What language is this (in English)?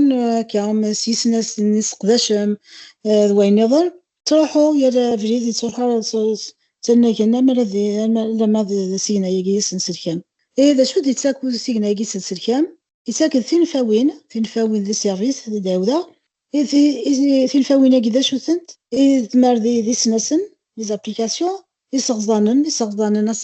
Kabyle